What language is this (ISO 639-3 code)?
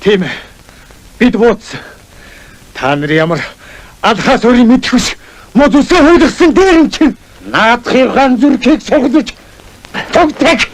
mon